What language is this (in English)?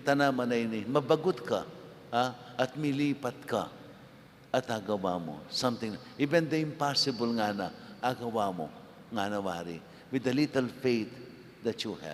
Pampanga